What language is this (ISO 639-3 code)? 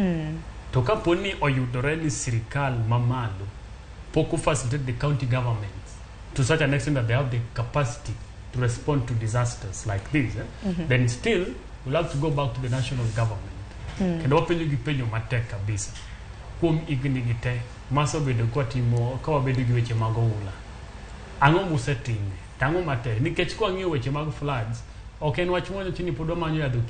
luo